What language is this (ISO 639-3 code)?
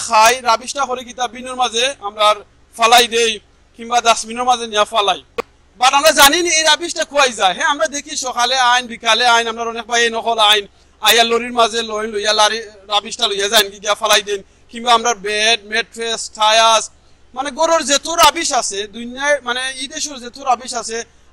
syl